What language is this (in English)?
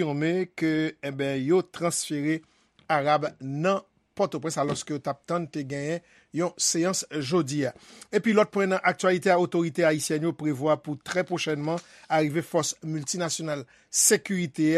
Haitian Creole